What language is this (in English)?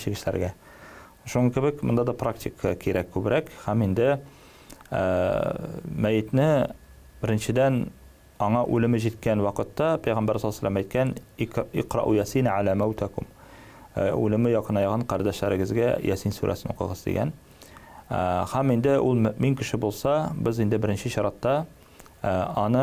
Tatar